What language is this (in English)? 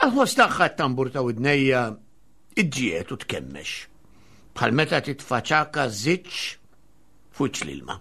Maltese